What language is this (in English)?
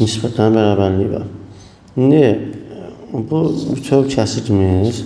Azerbaijani